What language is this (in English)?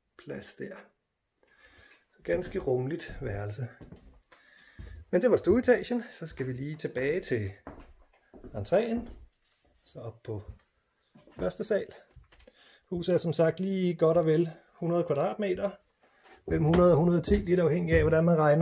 Danish